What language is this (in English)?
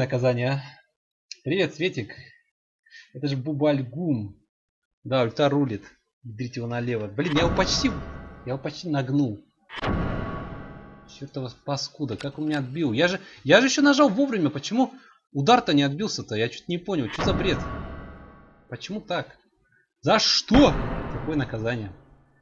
Russian